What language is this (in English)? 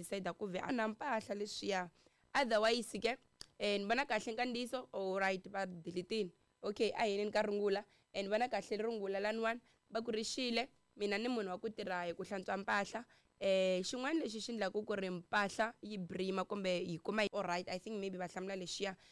Tsonga